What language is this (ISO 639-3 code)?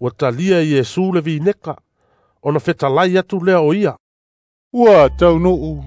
smo